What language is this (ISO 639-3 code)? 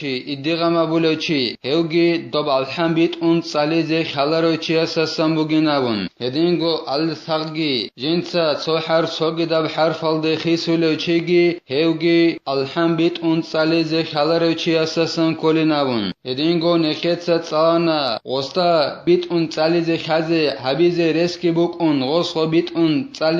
ava